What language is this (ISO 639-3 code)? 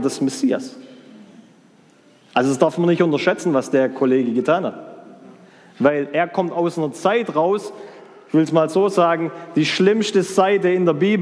deu